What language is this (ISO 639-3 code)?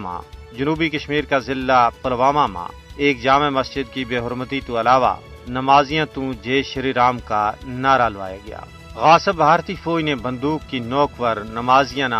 gju